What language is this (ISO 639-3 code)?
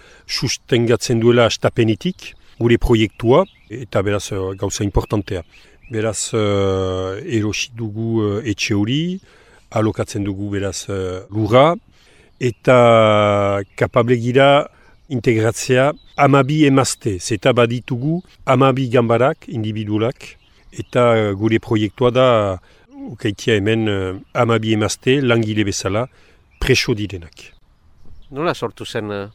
eus